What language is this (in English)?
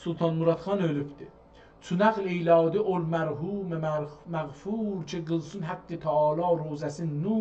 South Azerbaijani